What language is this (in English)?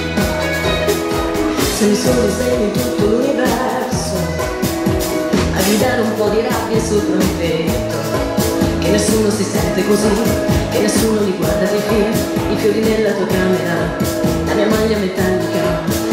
Italian